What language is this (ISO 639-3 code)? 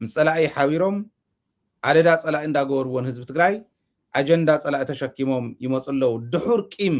tir